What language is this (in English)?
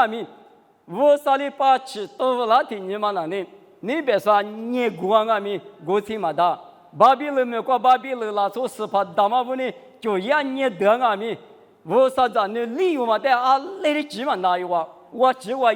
Lisu